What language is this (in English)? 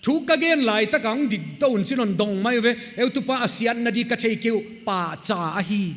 Paite Chin